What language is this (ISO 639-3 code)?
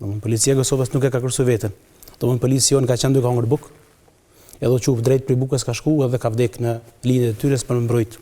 sqi